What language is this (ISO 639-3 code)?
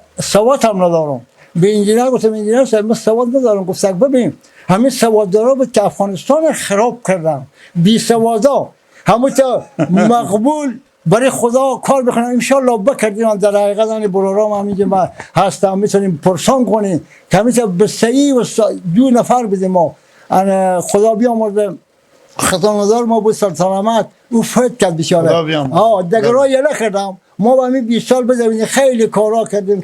fas